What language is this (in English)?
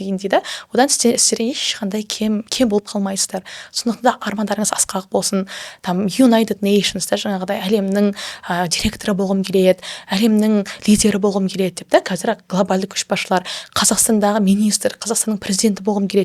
Kazakh